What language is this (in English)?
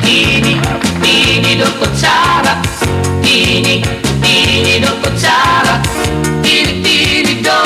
Waray